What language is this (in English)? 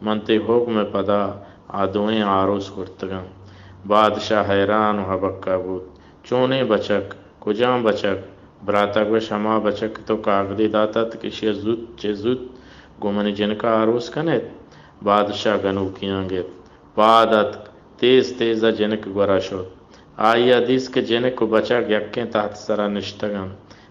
Baluchi